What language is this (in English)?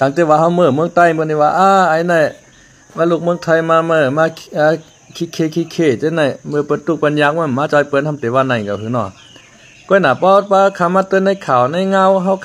Shan